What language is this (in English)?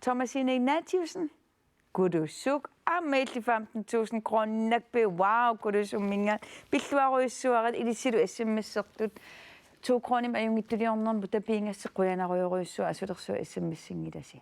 Kalaallisut